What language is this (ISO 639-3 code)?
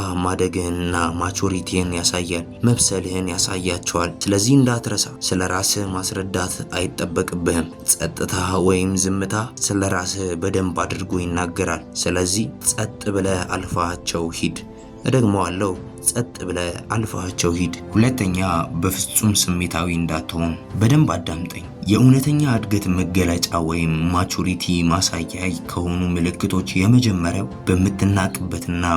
amh